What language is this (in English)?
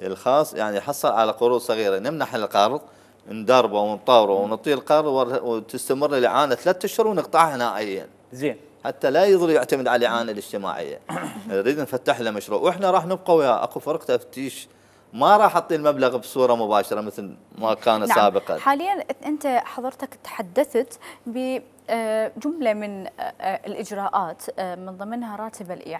Mesopotamian Arabic